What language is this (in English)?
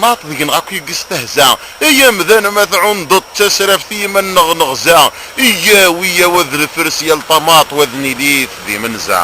Kabyle